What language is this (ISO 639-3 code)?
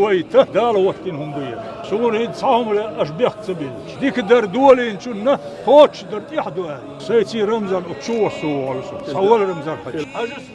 che